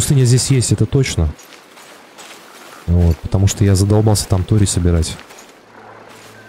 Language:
Russian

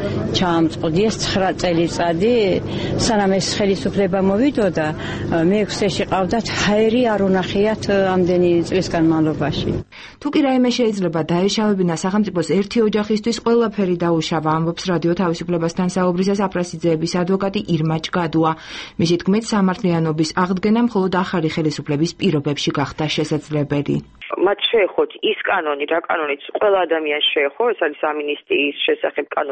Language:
Georgian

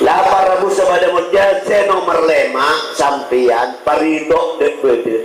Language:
Madurese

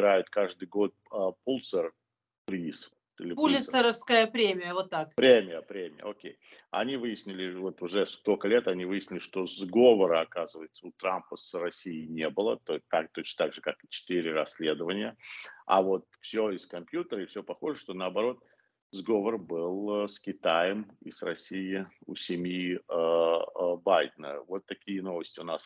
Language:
Russian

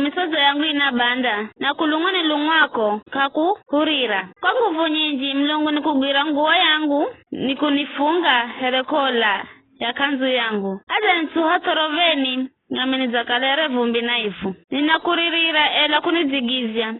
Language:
Giryama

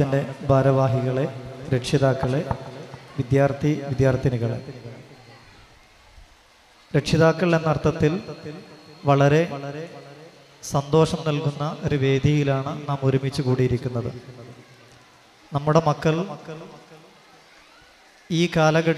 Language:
Malayalam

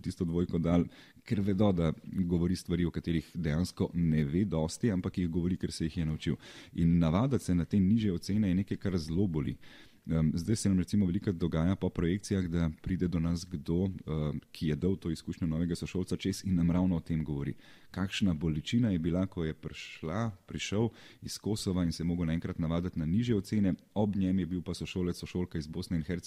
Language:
Slovenian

